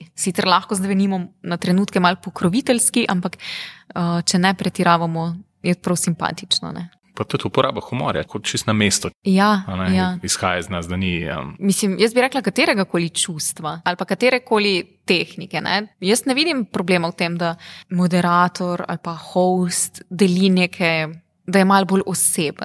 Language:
Slovenian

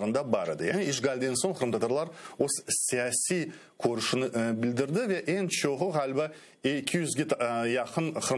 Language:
Crimean Tatar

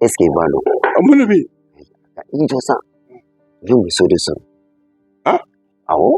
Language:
Bambara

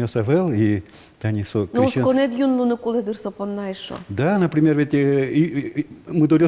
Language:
Udmurt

